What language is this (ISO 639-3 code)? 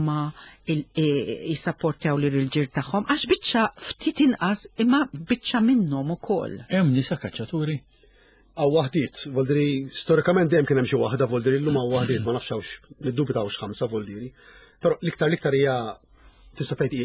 mlt